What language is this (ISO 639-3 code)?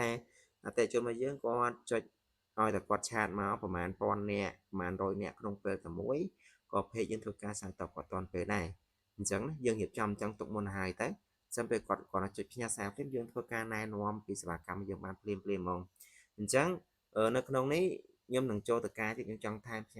khm